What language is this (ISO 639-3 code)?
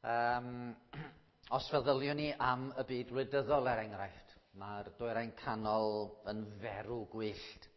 cym